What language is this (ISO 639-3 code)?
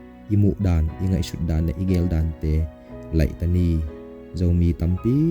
ctd